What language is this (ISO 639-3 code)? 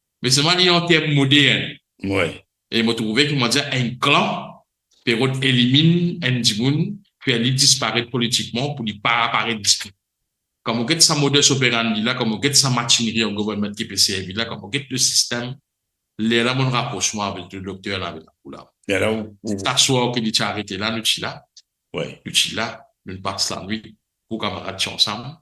mfe